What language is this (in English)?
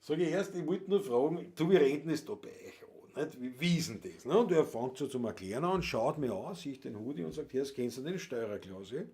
Bavarian